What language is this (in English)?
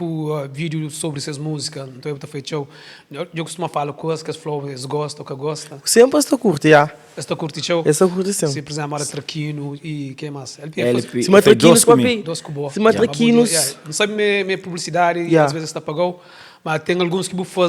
Kabuverdianu